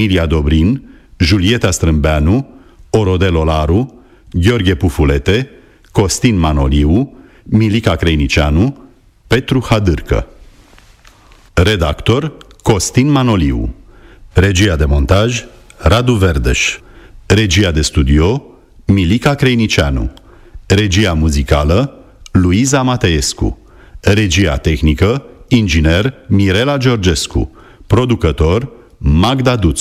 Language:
Romanian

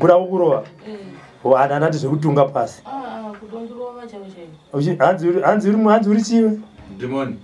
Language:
Shona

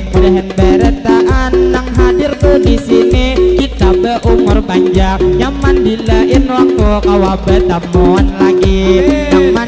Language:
Banjar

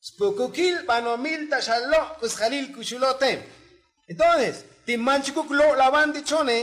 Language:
Tzotzil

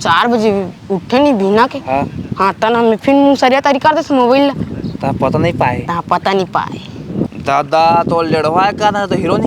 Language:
Chhattisgarhi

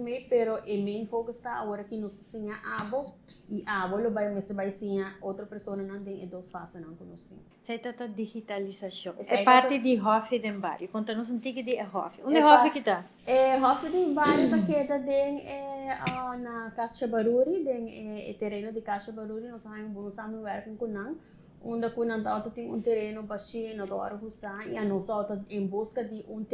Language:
Papiamento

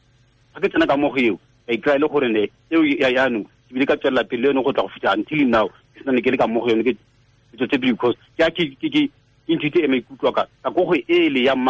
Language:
Tswana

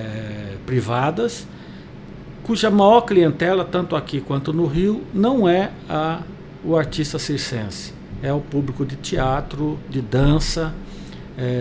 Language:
Portuguese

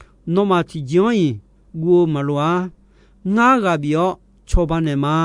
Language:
Akha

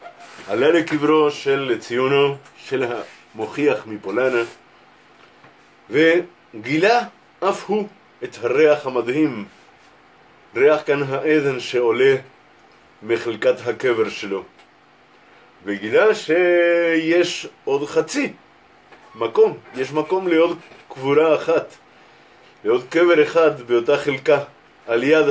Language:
Hebrew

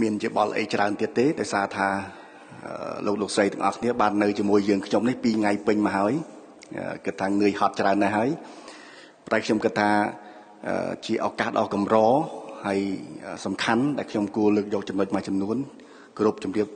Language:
Khmer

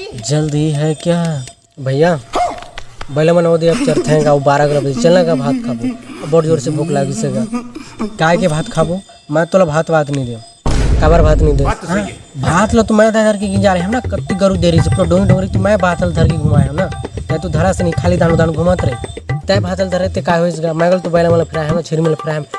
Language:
Chhattisgarhi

